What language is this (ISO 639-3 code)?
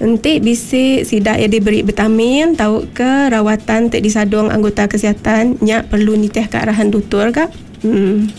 iba